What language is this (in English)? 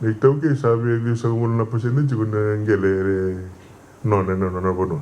Fijian